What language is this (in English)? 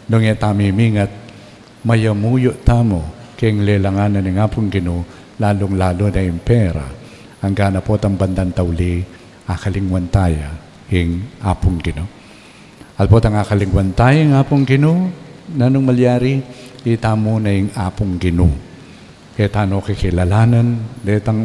Pampanga